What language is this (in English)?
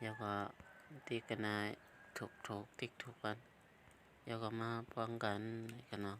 Shan